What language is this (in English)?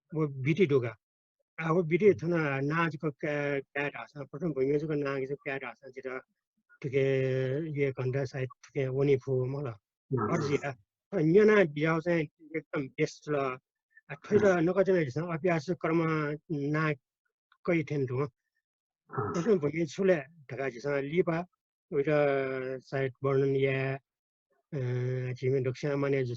Newari